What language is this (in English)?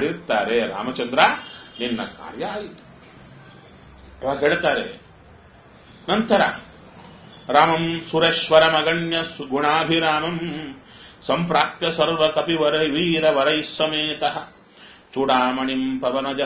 Kannada